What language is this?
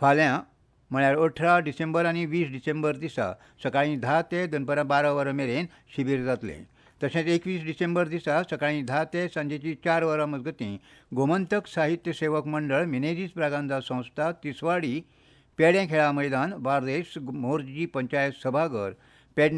Konkani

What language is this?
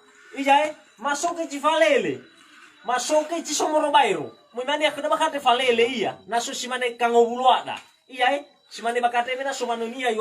Nias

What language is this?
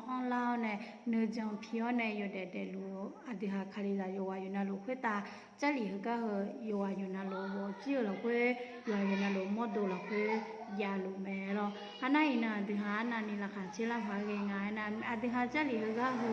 Akha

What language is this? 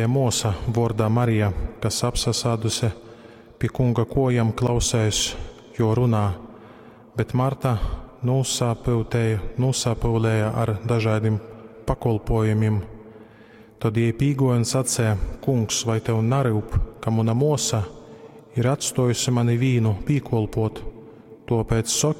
Latgalian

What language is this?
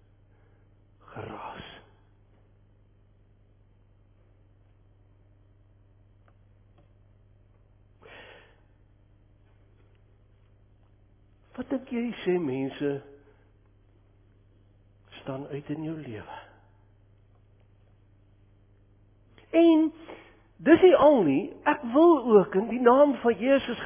Afrikaans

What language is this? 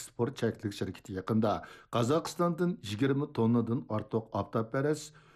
Uyghur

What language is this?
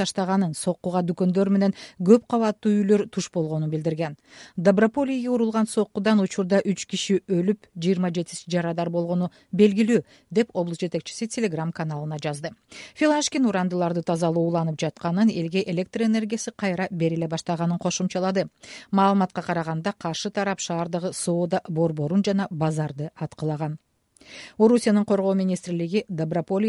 Kyrgyz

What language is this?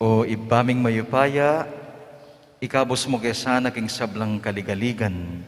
Pampanga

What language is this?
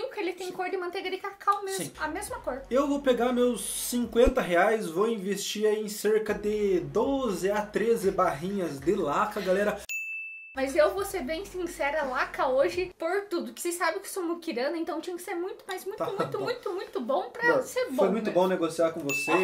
Portuguese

